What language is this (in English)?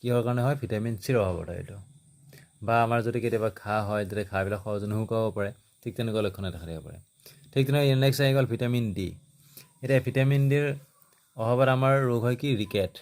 Assamese